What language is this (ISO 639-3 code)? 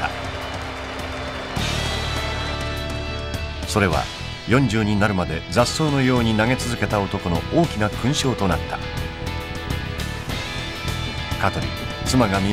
jpn